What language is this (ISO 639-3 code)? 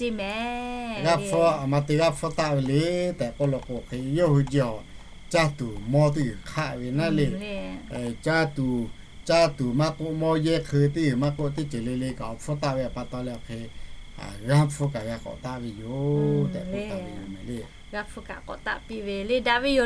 lhu